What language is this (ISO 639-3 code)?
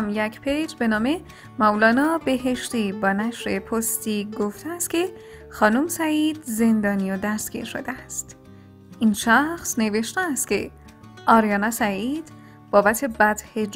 fas